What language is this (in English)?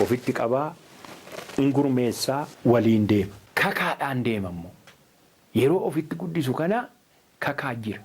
Oromo